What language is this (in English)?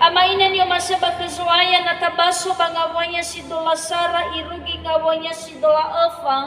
Nias